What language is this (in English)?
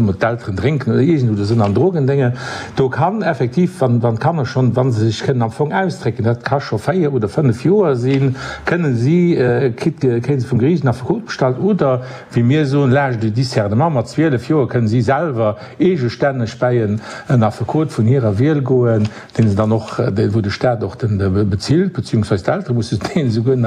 Luxembourgish